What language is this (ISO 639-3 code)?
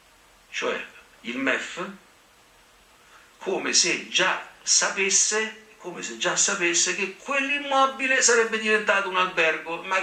ita